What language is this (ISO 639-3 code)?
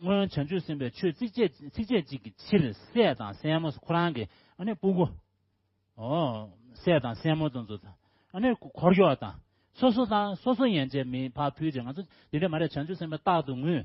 bod